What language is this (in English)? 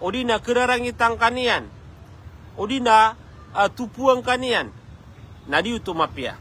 Maranao